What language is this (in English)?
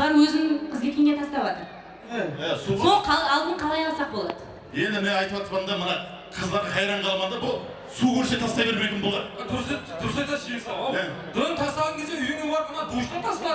Kara-Kalpak